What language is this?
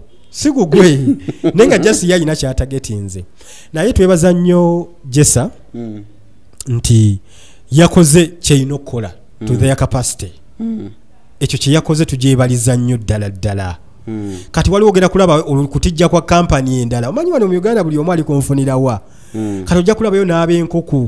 Ganda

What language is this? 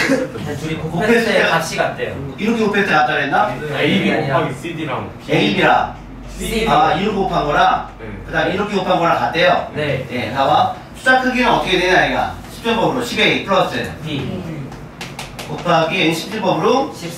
Korean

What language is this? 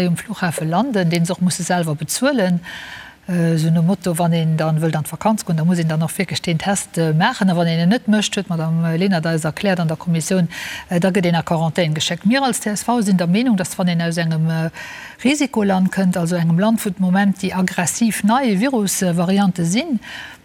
Luxembourgish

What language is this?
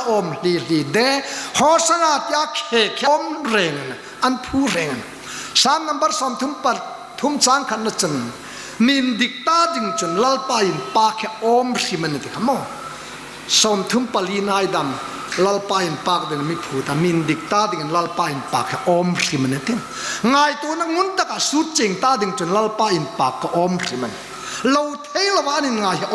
Hmar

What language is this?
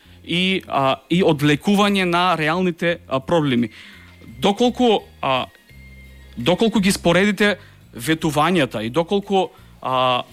Macedonian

